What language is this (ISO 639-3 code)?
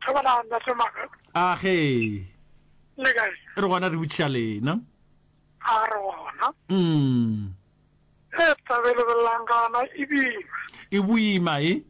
nso